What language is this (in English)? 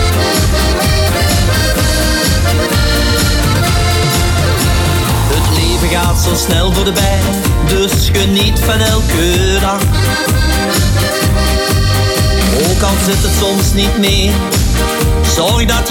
Dutch